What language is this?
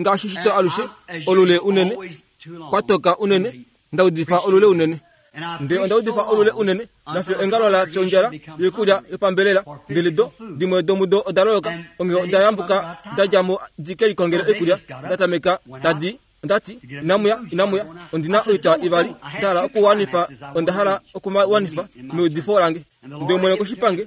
Kuanyama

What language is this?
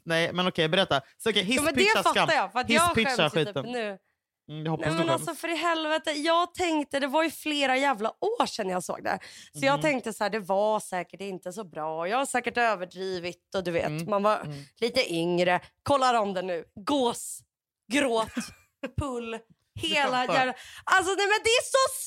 Swedish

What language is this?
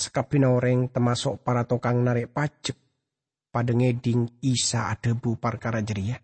Madurese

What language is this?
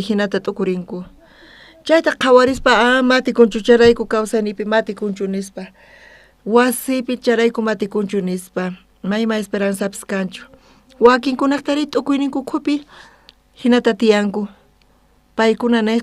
South Bolivian Quechua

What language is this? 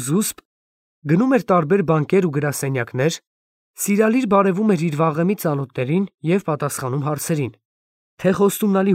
Armenian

